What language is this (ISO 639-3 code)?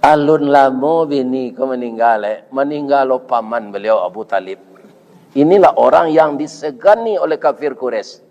min